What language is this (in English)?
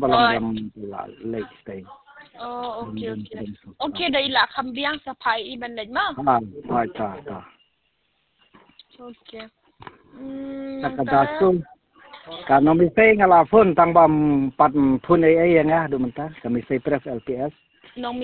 Khasi